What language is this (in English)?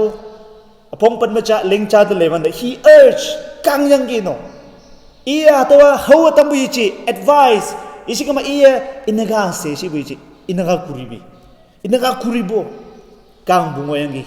Konyak Naga